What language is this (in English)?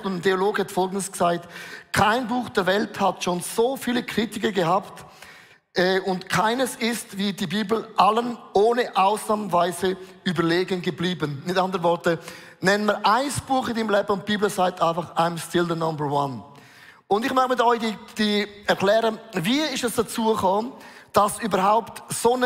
Swiss German